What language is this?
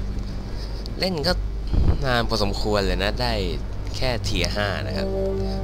Thai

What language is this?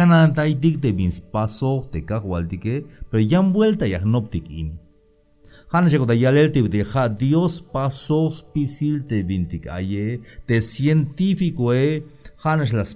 Tzeltal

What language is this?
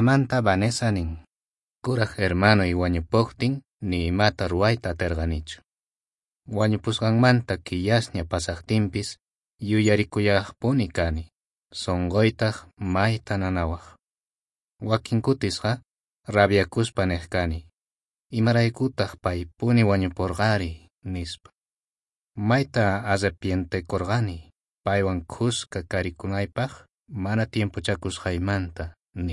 South Bolivian Quechua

